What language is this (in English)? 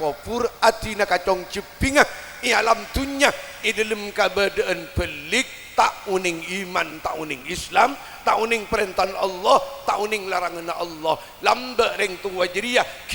Madurese